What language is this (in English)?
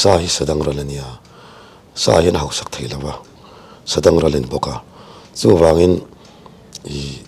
Mizo